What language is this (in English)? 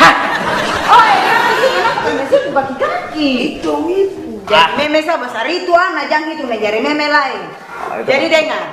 Ambonese Malay